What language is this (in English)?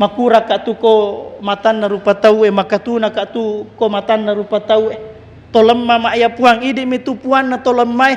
Buginese